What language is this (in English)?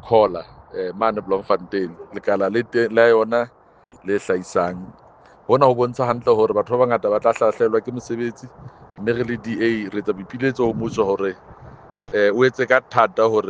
Southern Sotho